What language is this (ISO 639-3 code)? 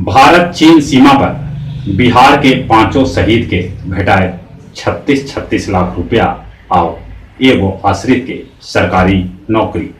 mag